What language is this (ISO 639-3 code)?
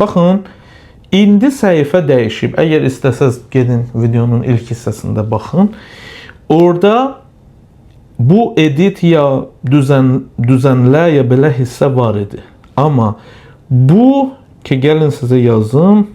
aze